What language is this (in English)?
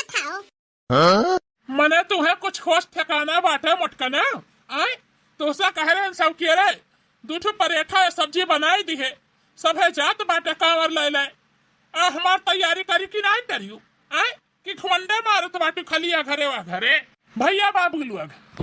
Bhojpuri